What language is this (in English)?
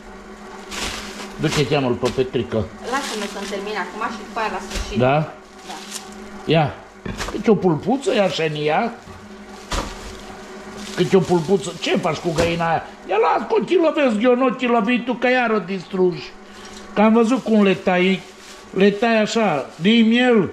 Romanian